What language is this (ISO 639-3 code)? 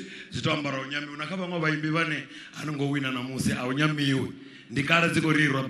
ven